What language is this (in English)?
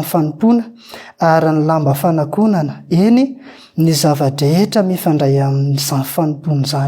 Malagasy